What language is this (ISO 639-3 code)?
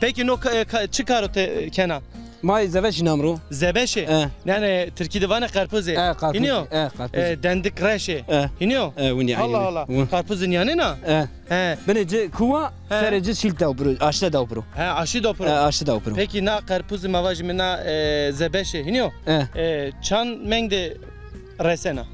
zza